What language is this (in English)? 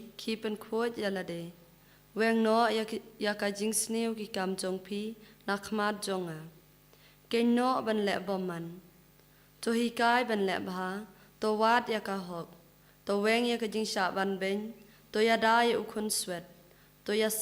Khasi